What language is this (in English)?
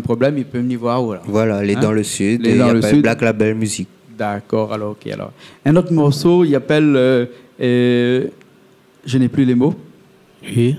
Réunion Creole French